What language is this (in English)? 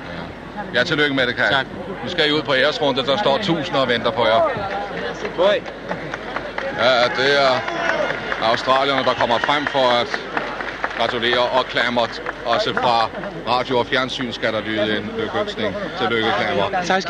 Danish